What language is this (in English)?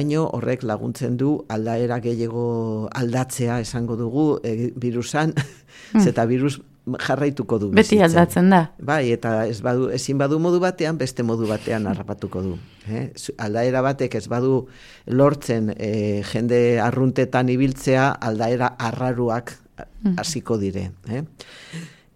Basque